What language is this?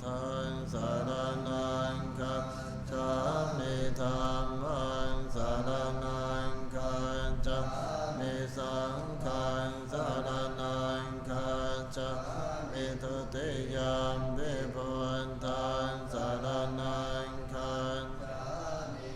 Pali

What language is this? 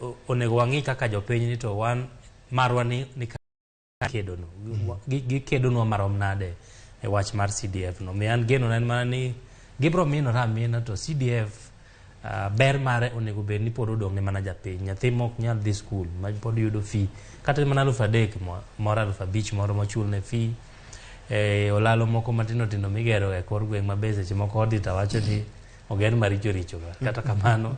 Luo (Kenya and Tanzania)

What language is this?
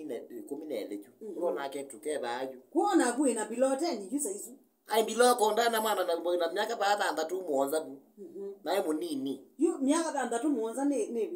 Kamba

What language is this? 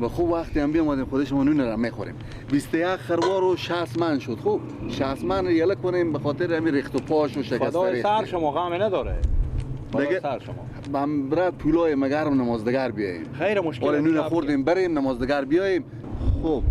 Persian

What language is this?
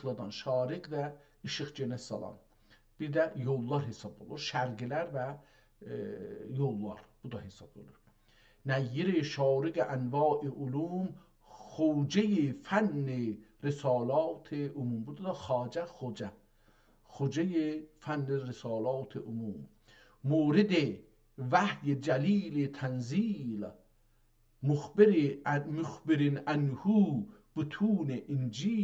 South Azerbaijani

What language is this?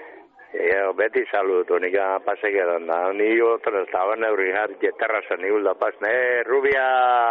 Basque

